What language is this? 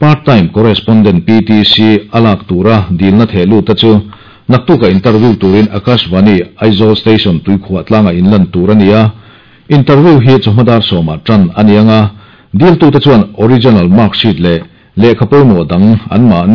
Mizo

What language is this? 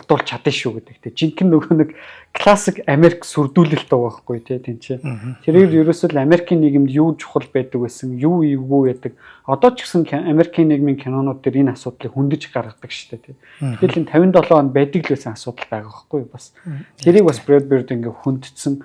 Mongolian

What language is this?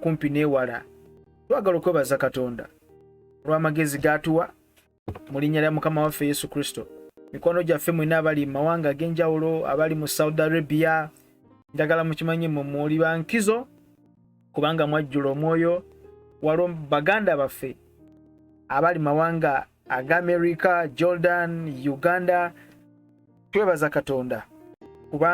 Ganda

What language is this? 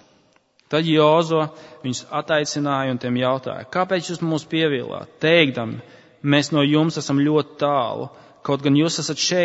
Latvian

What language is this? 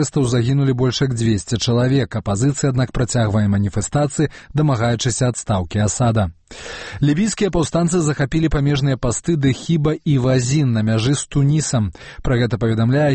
Belarusian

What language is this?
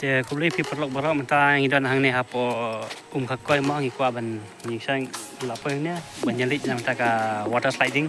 Khasi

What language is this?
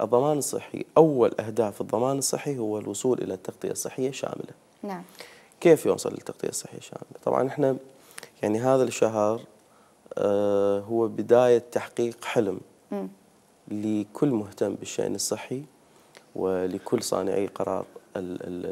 Mesopotamian Arabic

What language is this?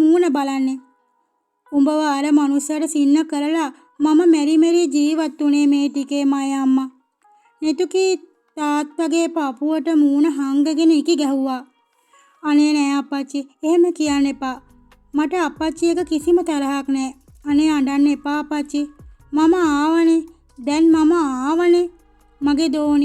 Sinhala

